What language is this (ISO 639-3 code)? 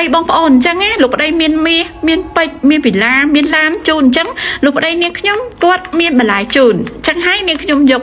khm